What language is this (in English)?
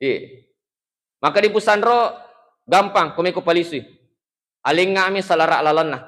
Buginese